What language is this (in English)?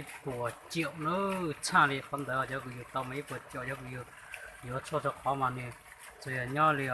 Hmong